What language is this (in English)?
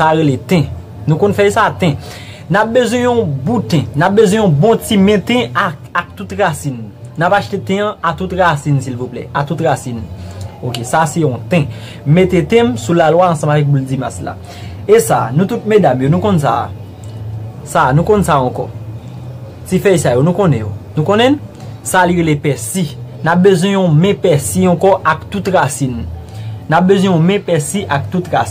Haitian Creole